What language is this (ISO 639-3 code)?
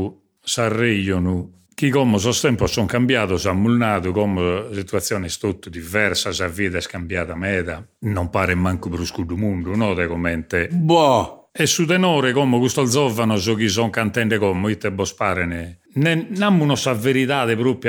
srd